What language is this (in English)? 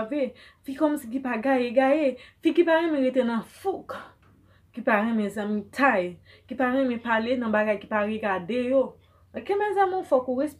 Haitian Creole